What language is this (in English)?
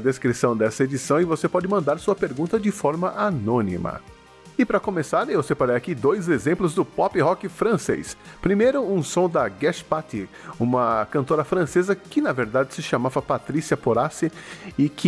Portuguese